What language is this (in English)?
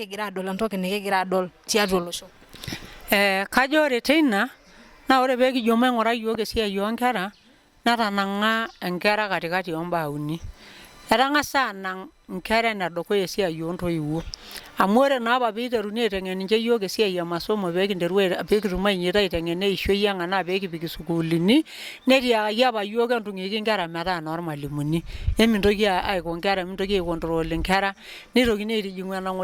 Masai